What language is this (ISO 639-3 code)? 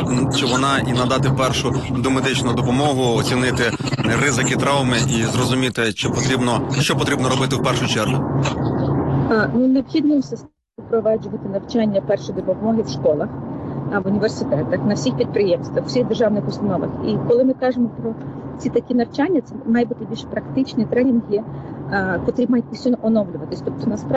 ukr